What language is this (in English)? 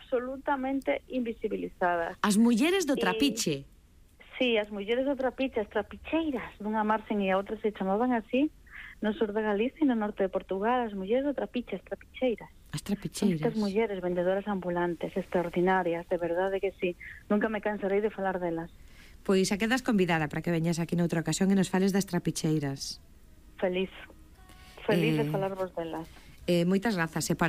Galician